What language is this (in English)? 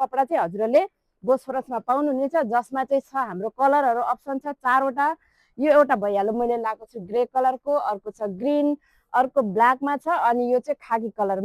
Nepali